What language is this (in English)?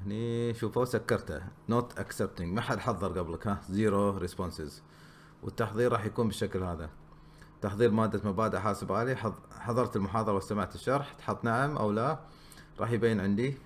Gulf Arabic